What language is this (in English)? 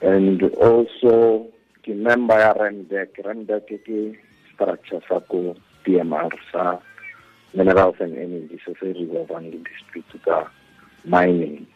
Tswana